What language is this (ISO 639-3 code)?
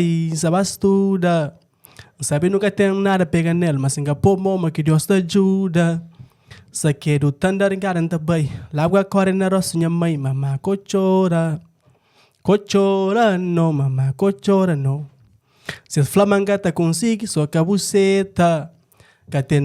kea